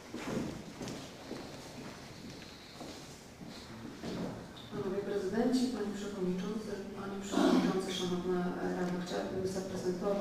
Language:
Polish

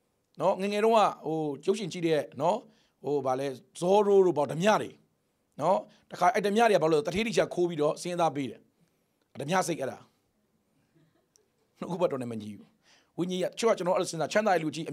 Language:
Burmese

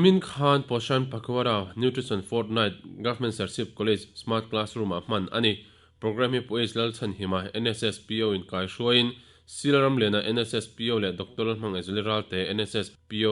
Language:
Mizo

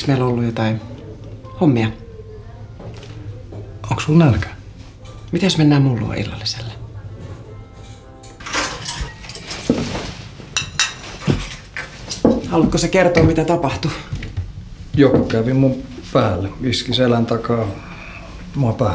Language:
Finnish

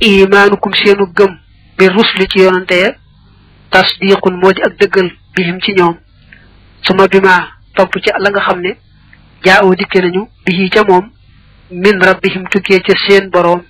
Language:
Wolof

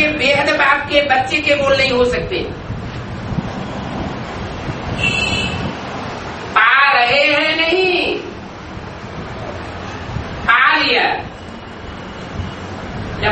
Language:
Hindi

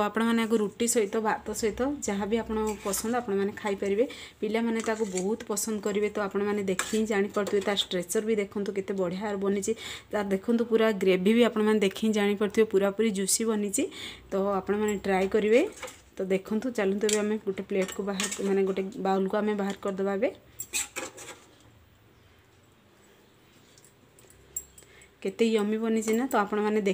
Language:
Odia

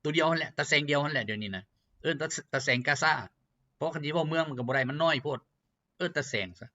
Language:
Lao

